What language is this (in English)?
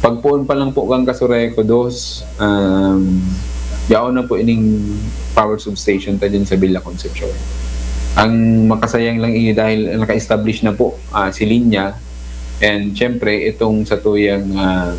Bikol